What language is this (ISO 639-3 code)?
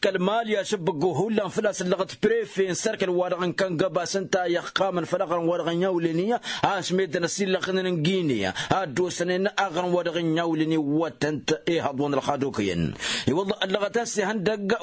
taq